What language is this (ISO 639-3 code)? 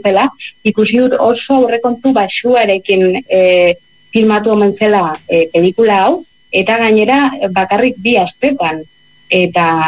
eus